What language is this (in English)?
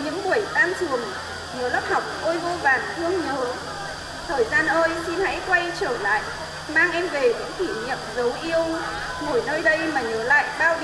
Vietnamese